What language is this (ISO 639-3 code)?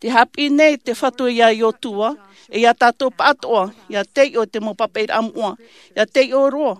tah